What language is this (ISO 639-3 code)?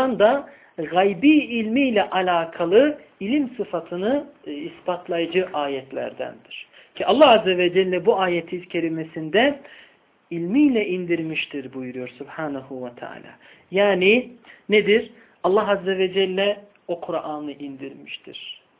tur